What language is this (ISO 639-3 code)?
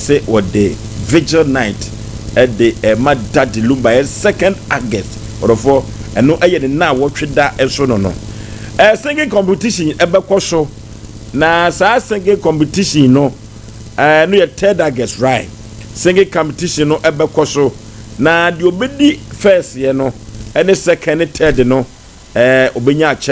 aka